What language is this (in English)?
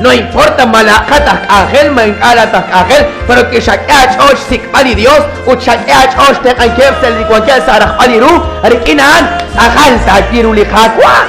Kekchí